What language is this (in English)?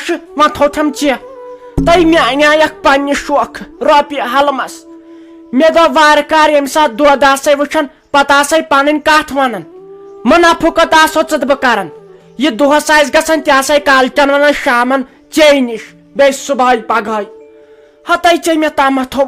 Kashmiri